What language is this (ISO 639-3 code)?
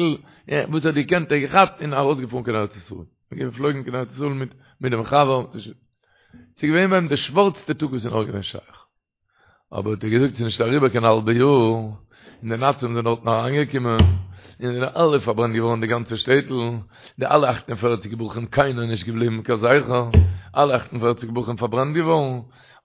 yid